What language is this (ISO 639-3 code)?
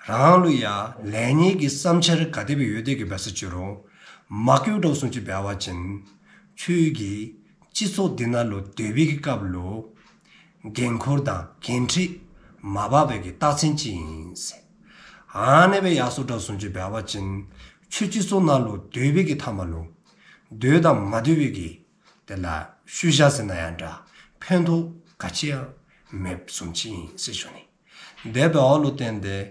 dzo